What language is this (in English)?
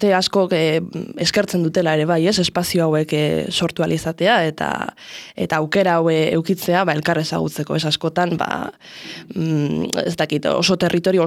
Basque